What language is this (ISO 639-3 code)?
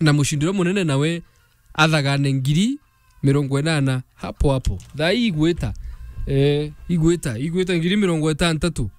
mer